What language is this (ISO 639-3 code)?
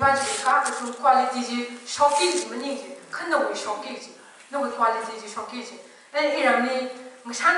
nmf